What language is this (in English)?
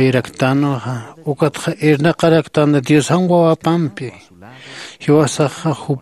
Aymara